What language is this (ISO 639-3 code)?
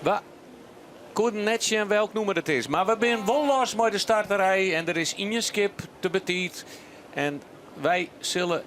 fry